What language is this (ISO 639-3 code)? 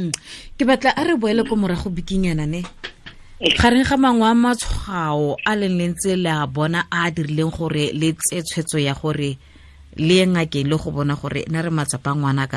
tsn